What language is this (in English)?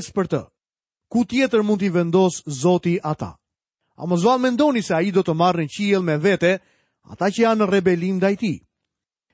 Albanian